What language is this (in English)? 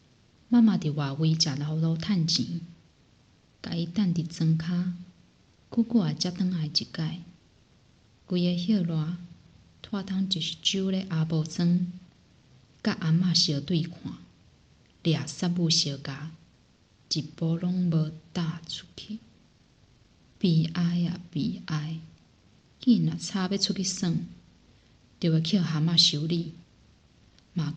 Min Nan Chinese